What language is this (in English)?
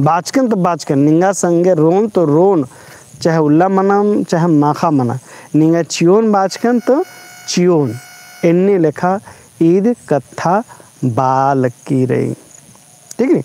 Kurukh